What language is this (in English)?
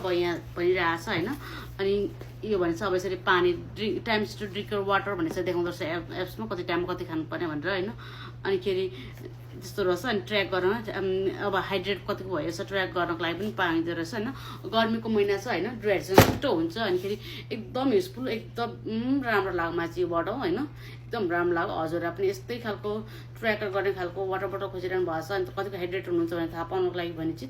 Nepali